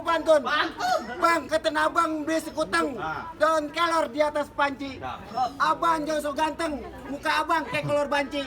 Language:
Betawi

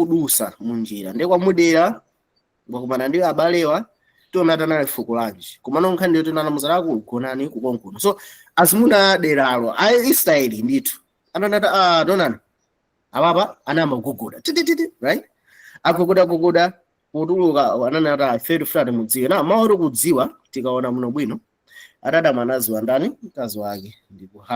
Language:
Nyanja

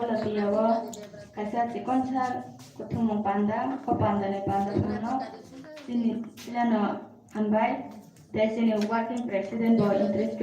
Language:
Kok Borok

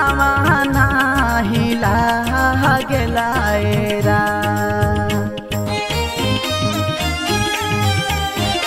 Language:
Bhojpuri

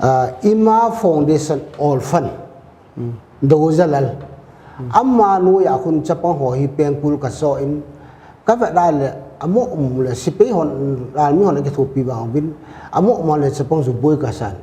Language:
Paite Chin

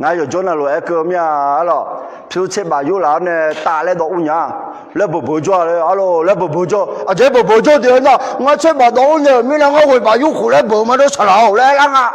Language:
Akha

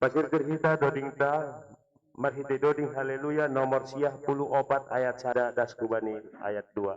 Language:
Batak Simalungun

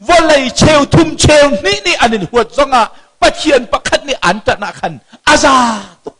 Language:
Hakha Chin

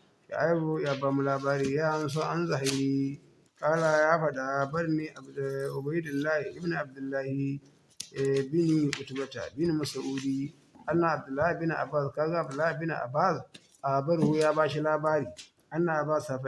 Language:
Hausa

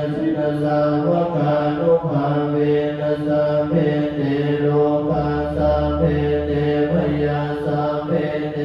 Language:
Pali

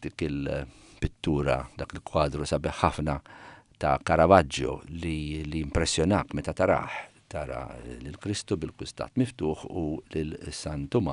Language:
Maltese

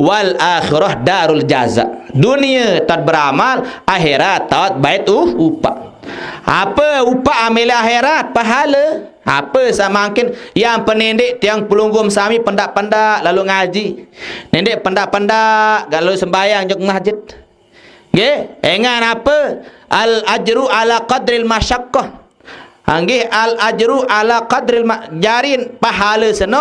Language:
Sasak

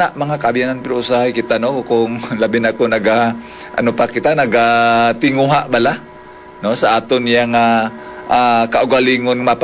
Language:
Hiligaynon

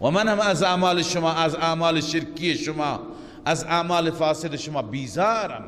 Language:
Persian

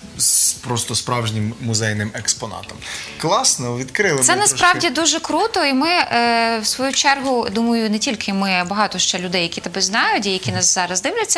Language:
Ukrainian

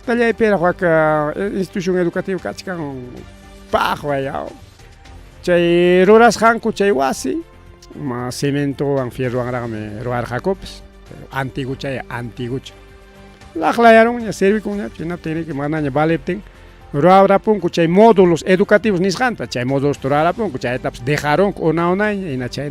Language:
Ayacucho Quechua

